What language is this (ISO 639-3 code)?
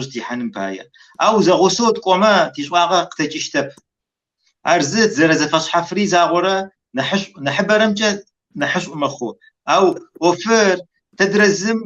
kbd